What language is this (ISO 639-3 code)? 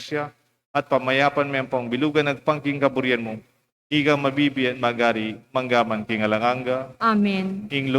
pam